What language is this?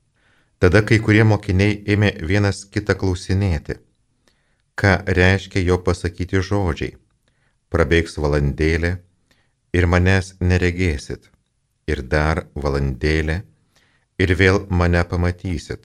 Lithuanian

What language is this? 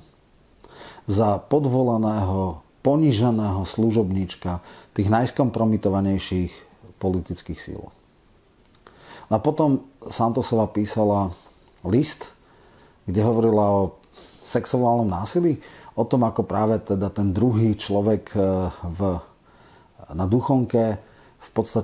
Slovak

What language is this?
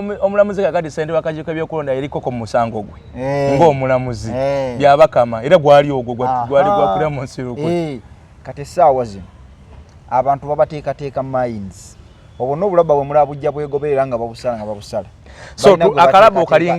Ganda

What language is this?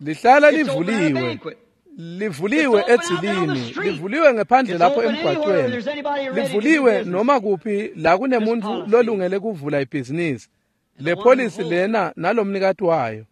Swati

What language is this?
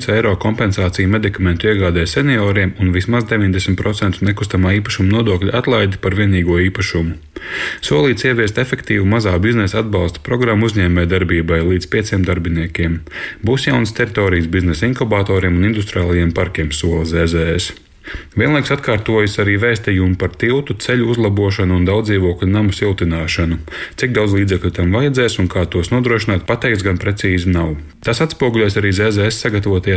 Latvian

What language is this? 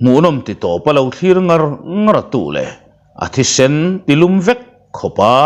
Mizo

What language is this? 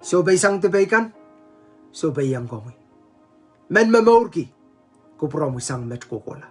Pohnpeian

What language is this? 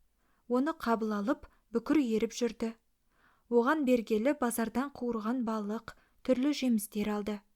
Kazakh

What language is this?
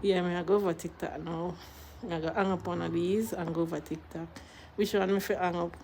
Jamaican Creole English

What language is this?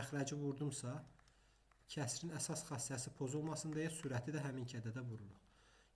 Azerbaijani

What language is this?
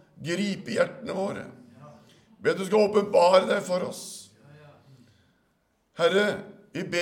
Norwegian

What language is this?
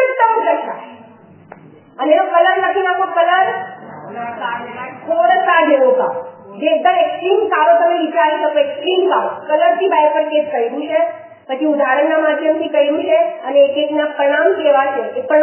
Gujarati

